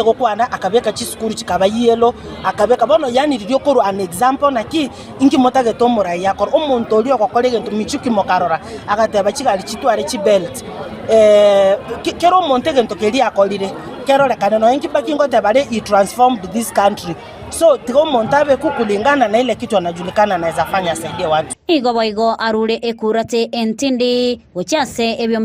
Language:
Gusii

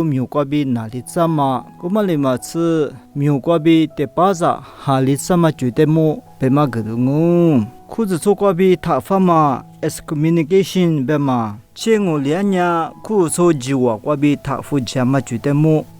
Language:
Lisu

